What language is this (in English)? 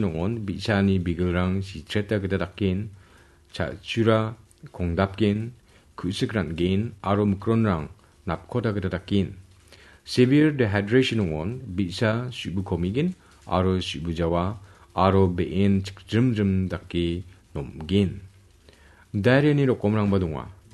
Garo